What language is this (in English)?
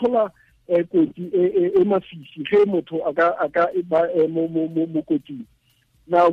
Tswana